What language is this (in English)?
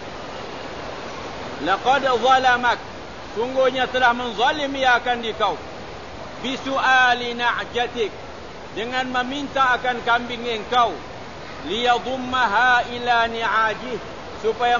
Malay